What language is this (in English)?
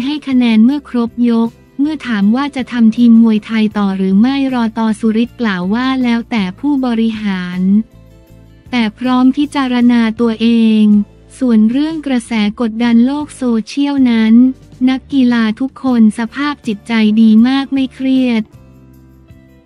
Thai